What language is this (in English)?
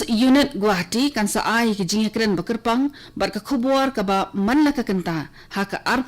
Khasi